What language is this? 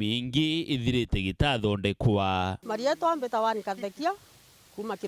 Meru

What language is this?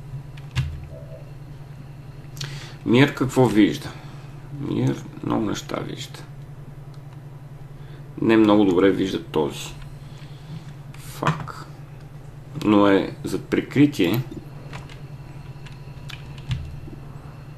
Bulgarian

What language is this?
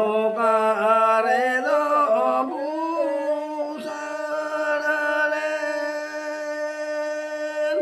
Santali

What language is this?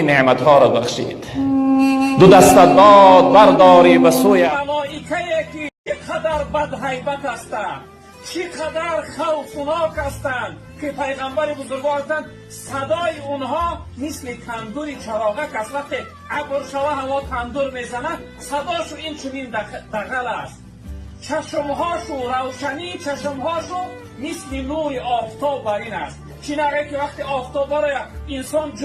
Tajik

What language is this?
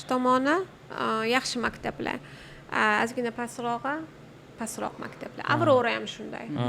Uzbek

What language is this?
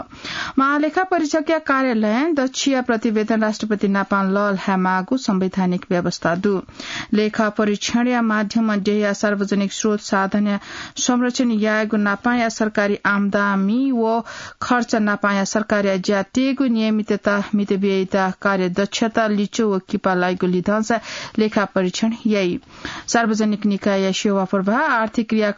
Newari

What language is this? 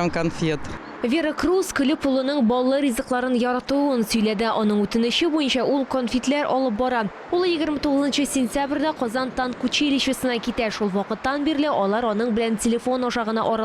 Tatar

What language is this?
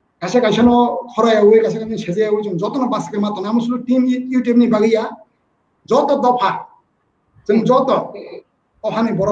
Kok Borok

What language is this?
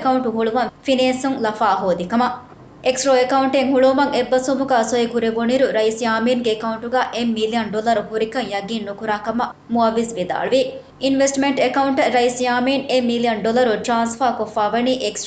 Divehi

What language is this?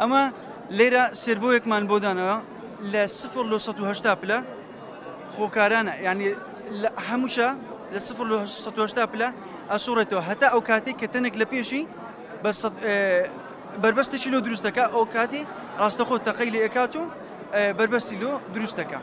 Central Kurdish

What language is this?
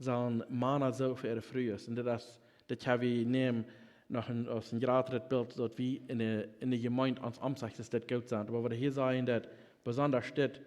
Plautdietsch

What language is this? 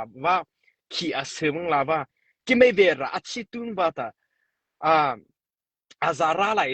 Mara Chin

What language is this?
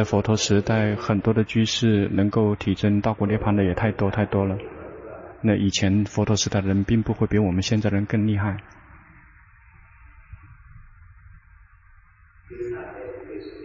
Chinese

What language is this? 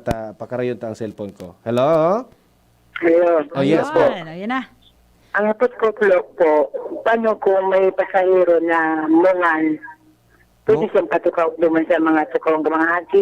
Bikol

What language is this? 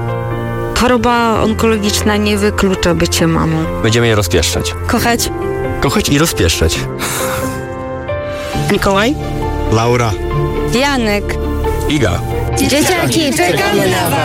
Polish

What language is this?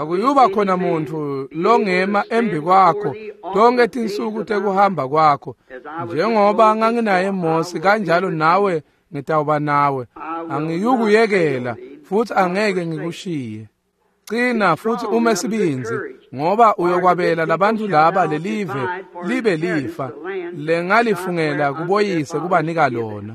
Swati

